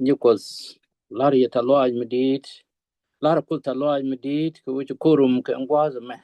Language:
Nuer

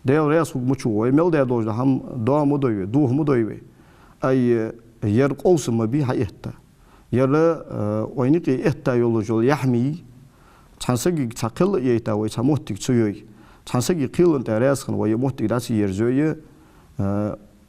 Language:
Ingush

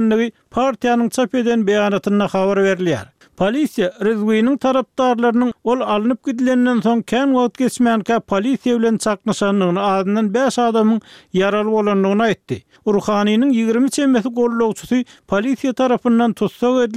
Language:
Turkmen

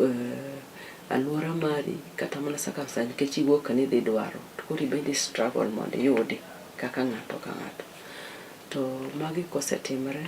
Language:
Luo (Kenya and Tanzania)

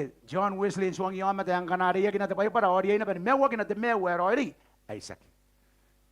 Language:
Gilbertese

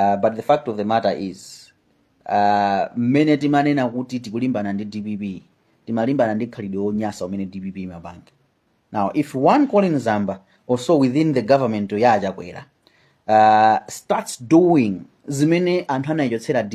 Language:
Nyanja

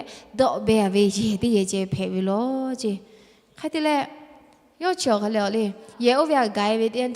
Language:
Lahu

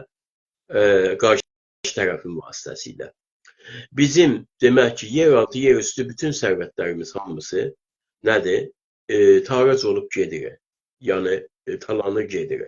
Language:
South Azerbaijani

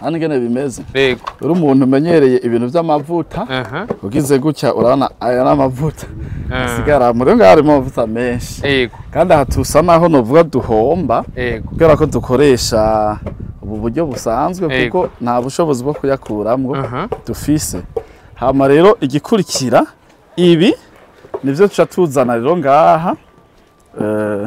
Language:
Rundi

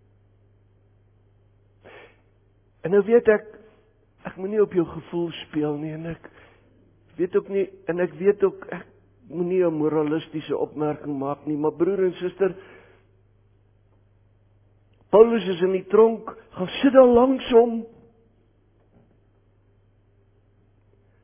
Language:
Afrikaans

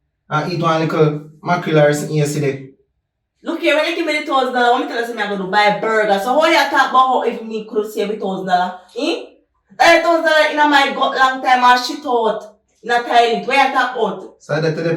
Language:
Jamaican Creole English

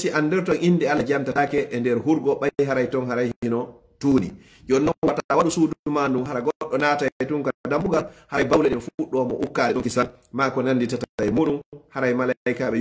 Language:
Pular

